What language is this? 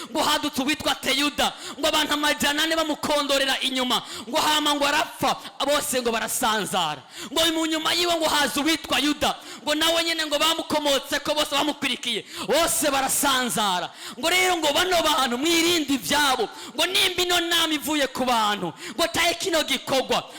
Rundi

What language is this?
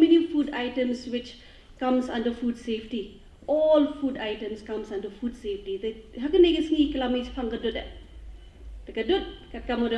Pnar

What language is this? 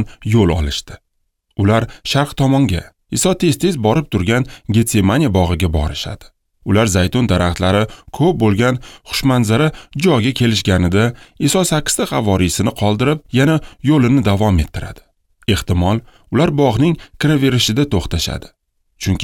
Uzbek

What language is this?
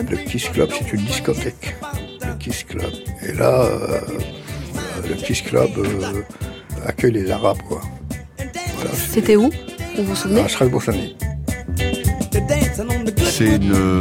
French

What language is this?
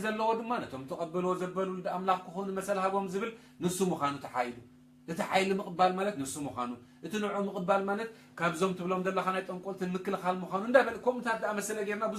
Tigrinya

